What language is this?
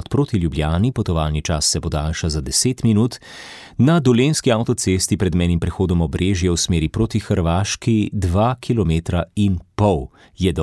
Slovenian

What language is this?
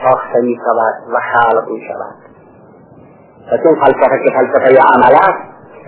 Persian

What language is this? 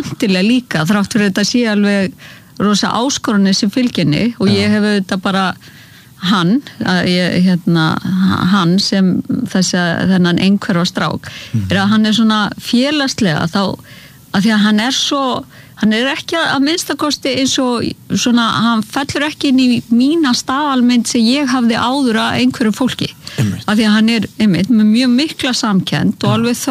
Icelandic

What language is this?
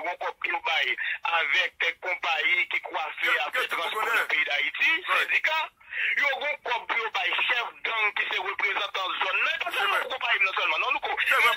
Haitian Creole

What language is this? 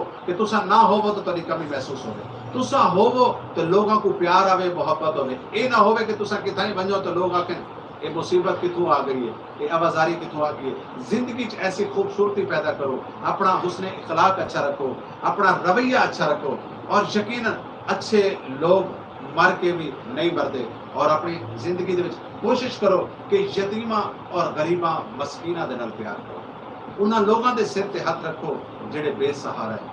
Saraiki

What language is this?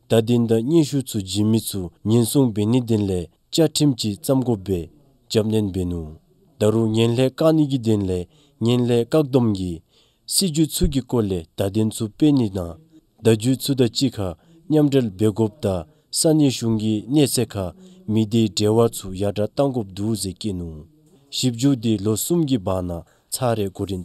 Dzongkha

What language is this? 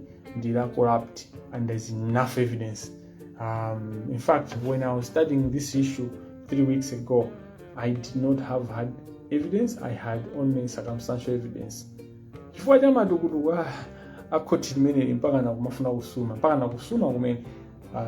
Nyanja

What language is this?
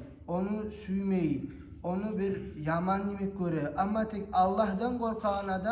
Kumyk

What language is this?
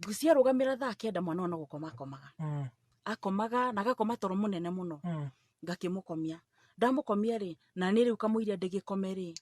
Kikuyu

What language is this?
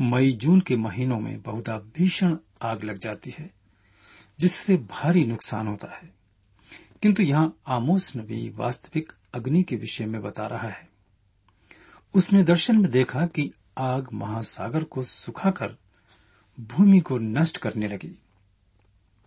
Hindi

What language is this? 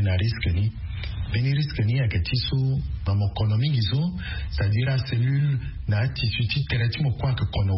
Sango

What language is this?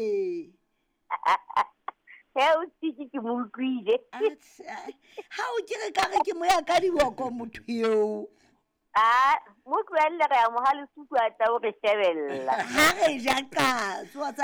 Southern Sotho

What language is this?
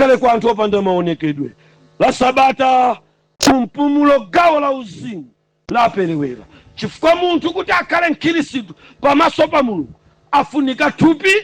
Nyanja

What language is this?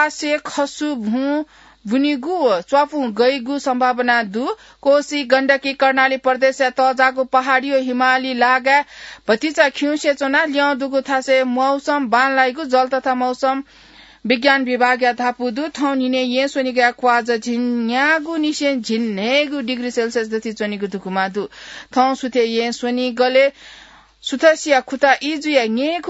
Newari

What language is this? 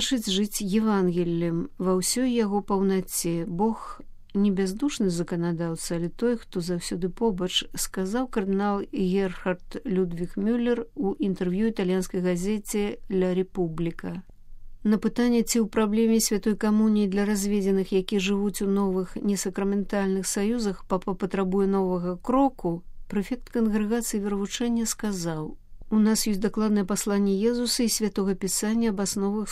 Belarusian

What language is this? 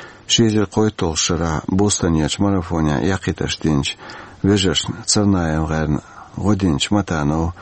Chechen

